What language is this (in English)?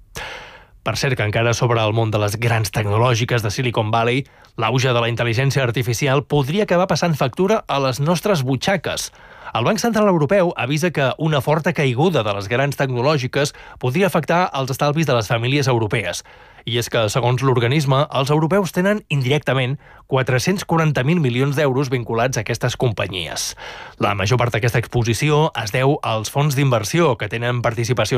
Catalan